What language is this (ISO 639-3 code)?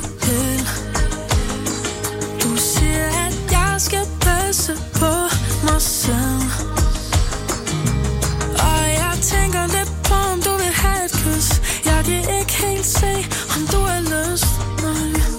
dan